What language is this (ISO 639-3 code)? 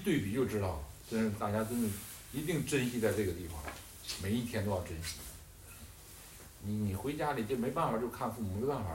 zho